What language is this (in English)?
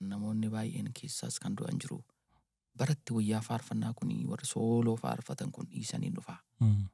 Oromo